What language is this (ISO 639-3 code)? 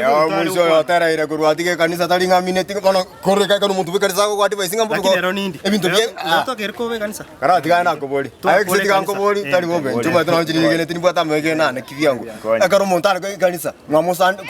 guz